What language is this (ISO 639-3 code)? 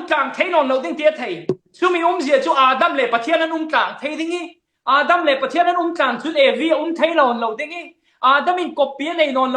cfm